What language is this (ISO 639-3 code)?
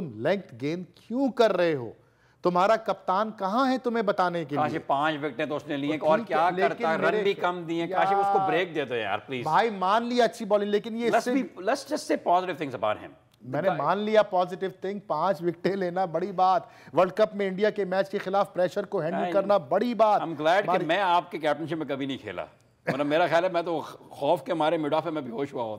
urd